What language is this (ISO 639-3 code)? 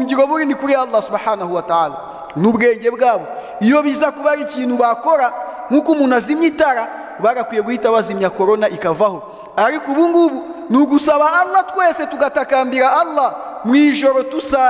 kin